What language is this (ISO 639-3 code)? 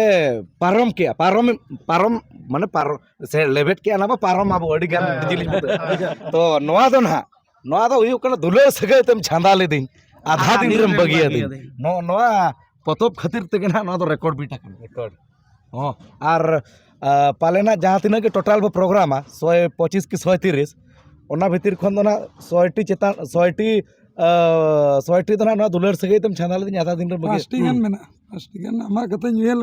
sat